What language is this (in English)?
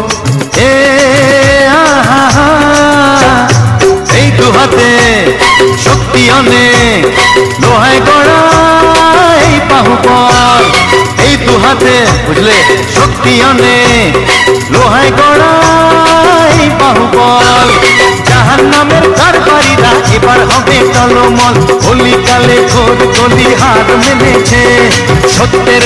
Bangla